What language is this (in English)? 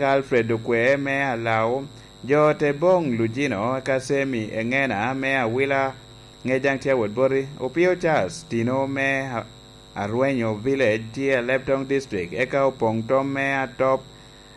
Lango (Uganda)